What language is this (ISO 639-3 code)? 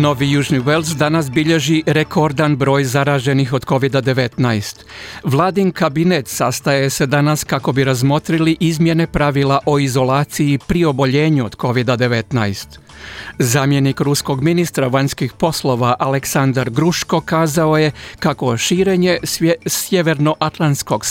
hrv